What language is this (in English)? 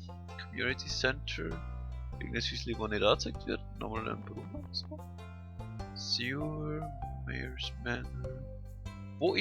Swiss German